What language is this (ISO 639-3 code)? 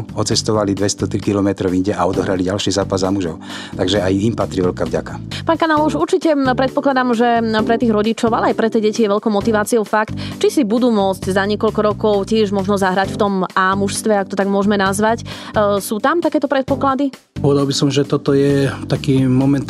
slk